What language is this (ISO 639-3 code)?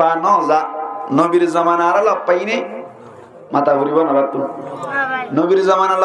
rhg